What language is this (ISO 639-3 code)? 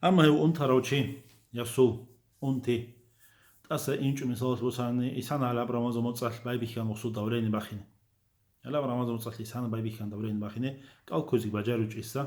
ava